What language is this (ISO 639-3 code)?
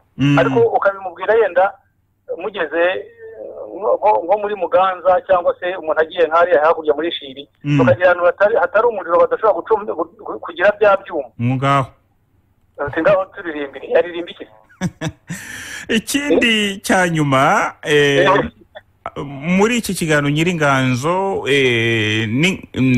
kin